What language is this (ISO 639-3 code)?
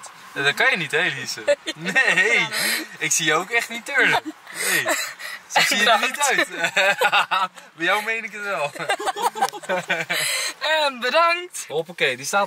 nld